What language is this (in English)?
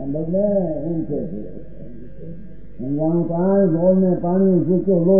Gujarati